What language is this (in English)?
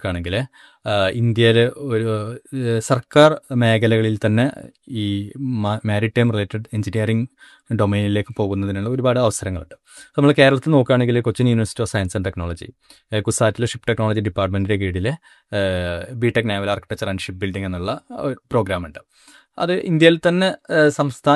Malayalam